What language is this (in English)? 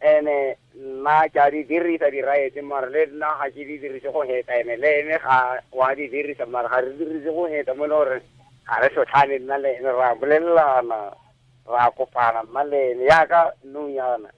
Tswana